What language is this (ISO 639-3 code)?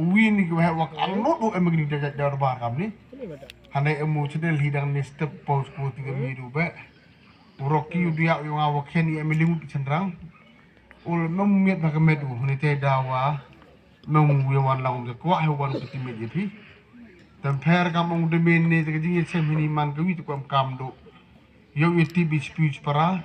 kha